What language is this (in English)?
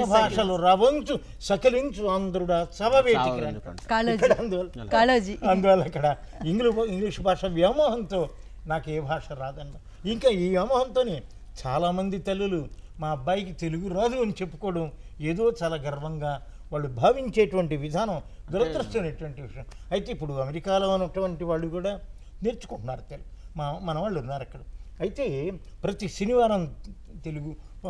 Telugu